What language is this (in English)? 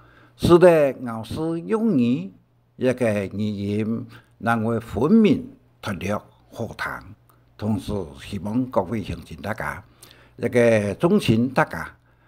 Hakka Chinese